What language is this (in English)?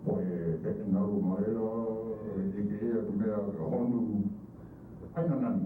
Hawaiian